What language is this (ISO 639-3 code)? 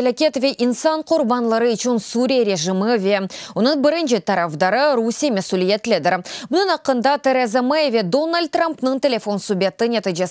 crh